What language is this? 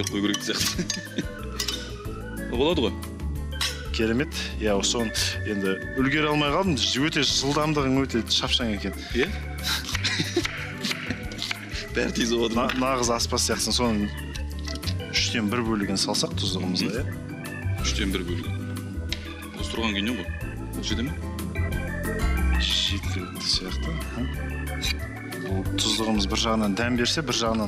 Kazakh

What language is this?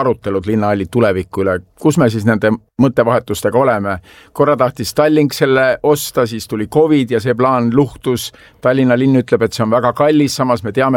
Estonian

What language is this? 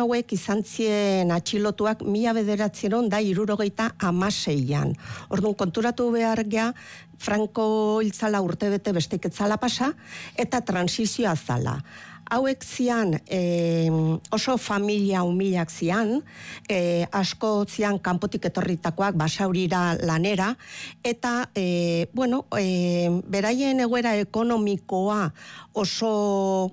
Basque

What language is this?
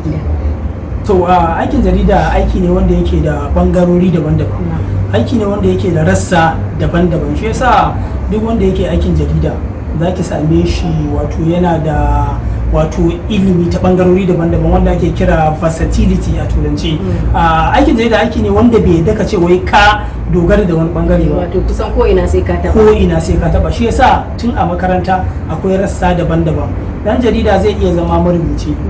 Hausa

